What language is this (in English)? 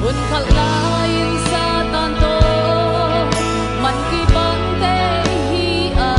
Tedim Chin